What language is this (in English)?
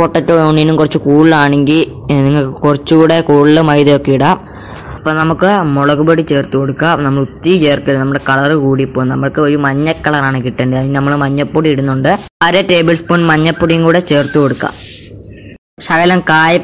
Malayalam